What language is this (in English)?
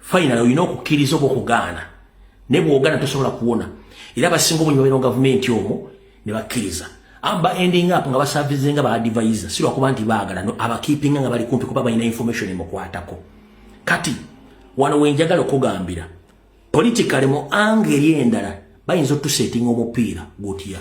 Ganda